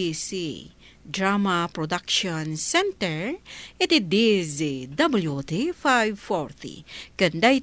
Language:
Iloko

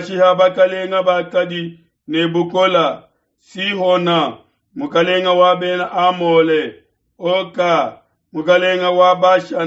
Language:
Luba-Lulua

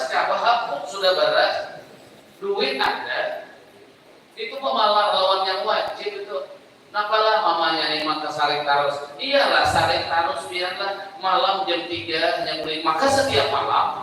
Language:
Banjar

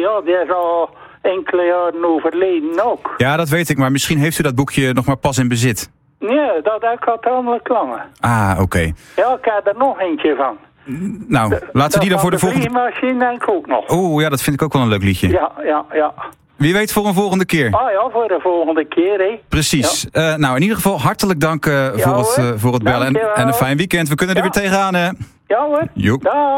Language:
Dutch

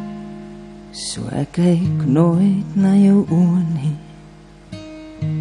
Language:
Afrikaans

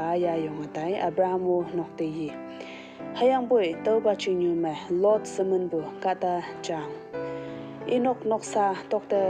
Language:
Konyak Naga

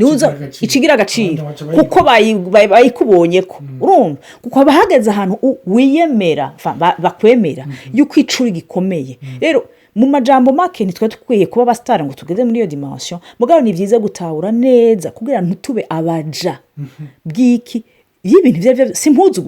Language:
Rundi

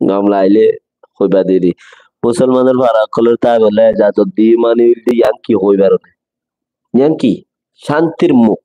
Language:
Rohingya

